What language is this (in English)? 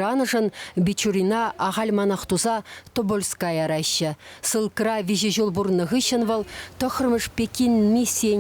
Chuvash